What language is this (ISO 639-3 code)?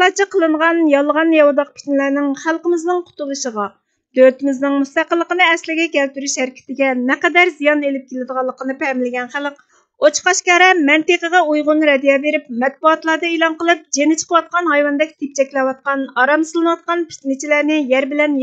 uig